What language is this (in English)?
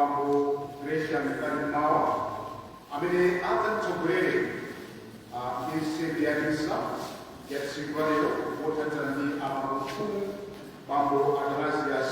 Nyanja